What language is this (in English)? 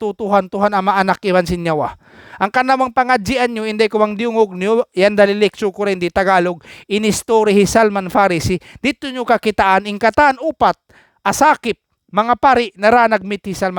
Tausug